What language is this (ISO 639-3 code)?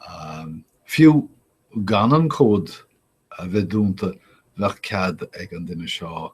gle